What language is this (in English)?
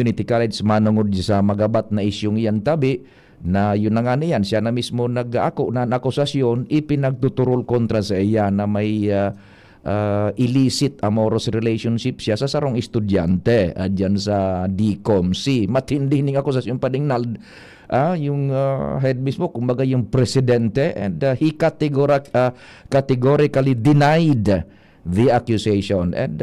Bikol